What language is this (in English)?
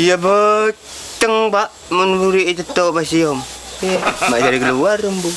Madurese